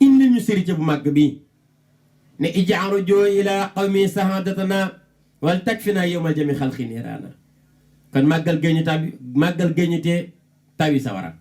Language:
Wolof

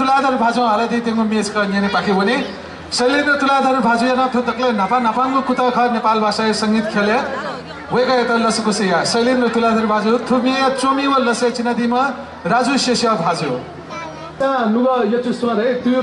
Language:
Newari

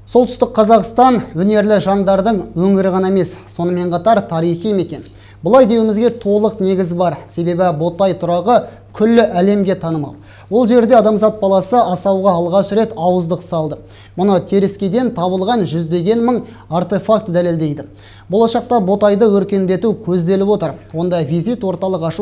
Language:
Kazakh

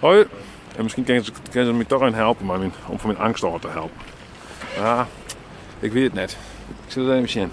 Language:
Western Frisian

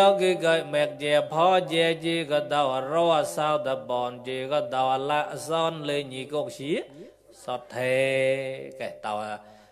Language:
Mon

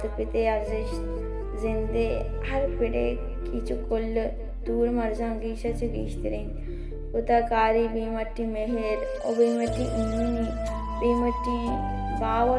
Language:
Baluchi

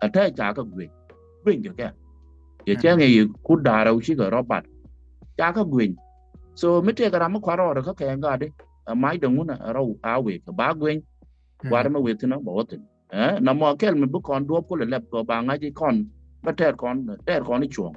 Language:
Nuer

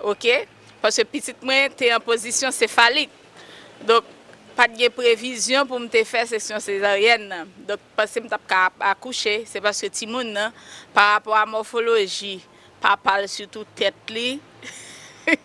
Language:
Haitian Creole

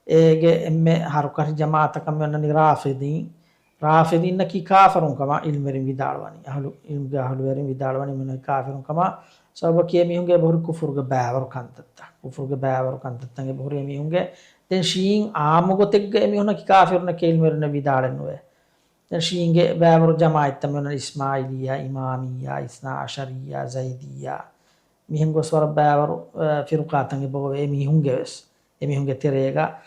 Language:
Divehi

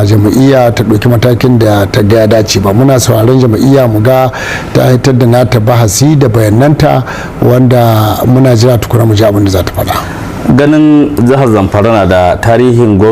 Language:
Hausa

